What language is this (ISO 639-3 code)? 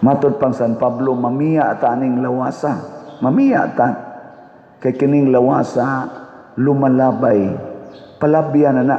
ceb